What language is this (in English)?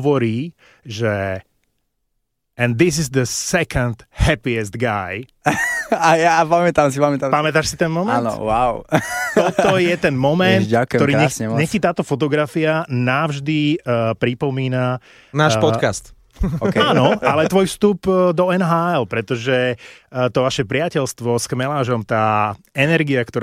Slovak